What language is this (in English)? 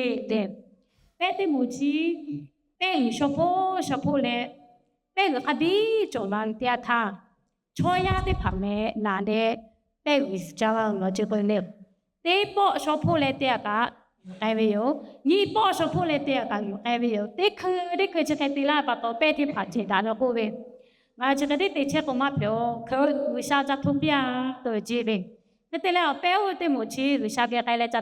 Lahu